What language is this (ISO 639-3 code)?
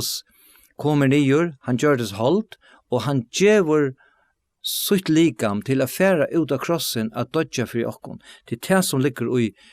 fao